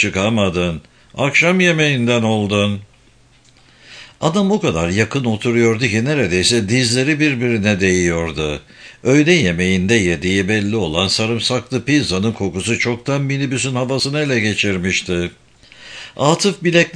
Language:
Turkish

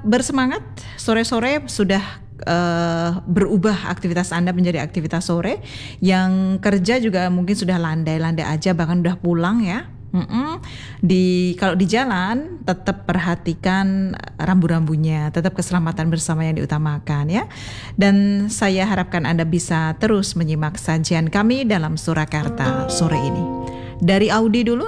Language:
Indonesian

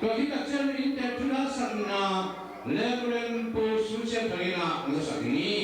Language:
Tedim Chin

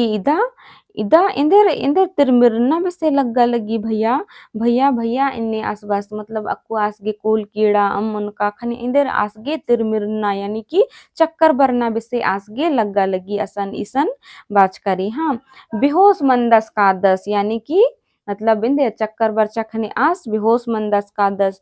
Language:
Kurukh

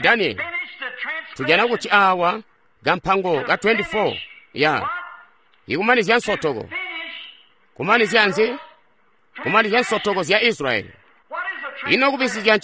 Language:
Tonga (Zambia)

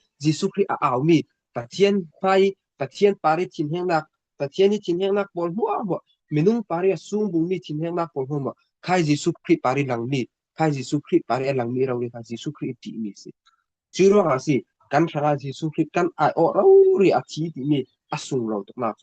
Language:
Falam Chin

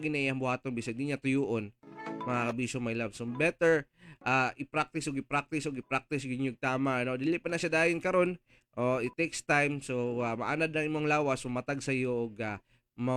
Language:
Cebuano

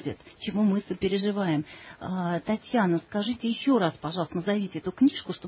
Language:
Russian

